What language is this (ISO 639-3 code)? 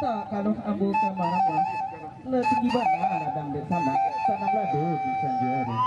min